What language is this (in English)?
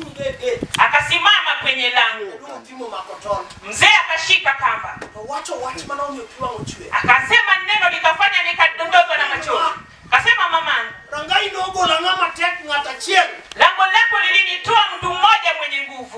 Luo (Kenya and Tanzania)